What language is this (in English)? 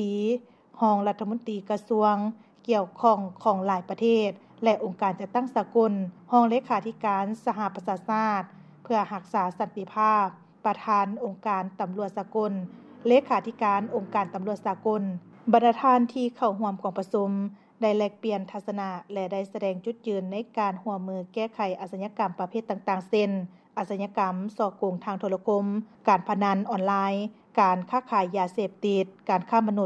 Lao